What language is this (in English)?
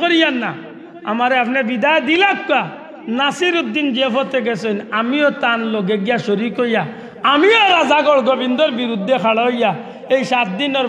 Sylheti